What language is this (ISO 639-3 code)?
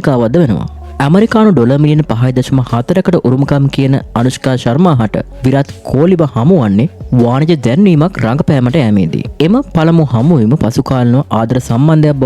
sin